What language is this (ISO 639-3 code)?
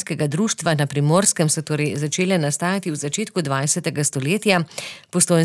slv